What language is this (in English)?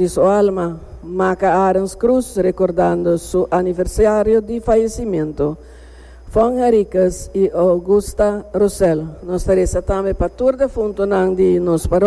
Papiamento